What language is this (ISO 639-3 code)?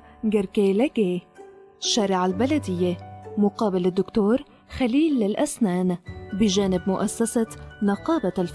apc